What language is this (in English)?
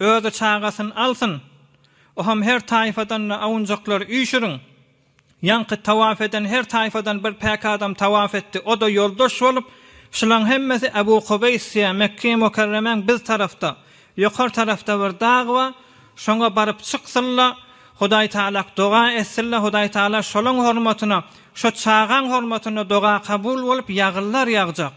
Turkmen